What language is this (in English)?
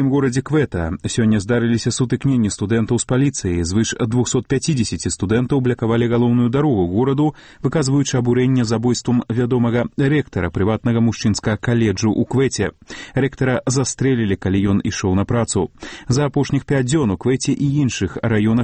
Belarusian